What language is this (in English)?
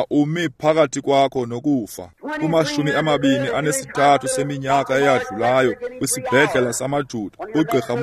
Xhosa